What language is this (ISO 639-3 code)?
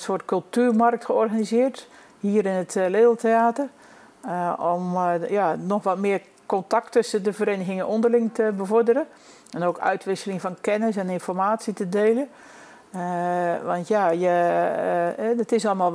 nld